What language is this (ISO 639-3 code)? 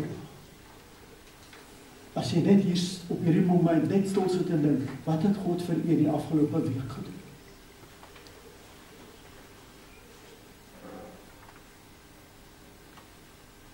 afr